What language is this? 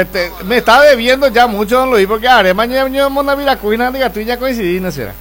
Guarani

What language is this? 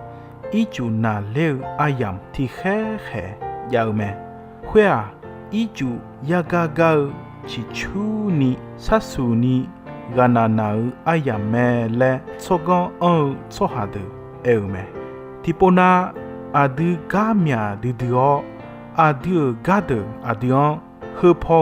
Akha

